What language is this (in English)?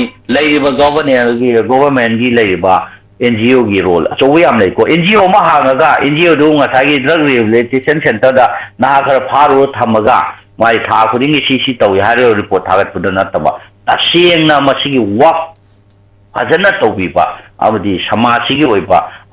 Manipuri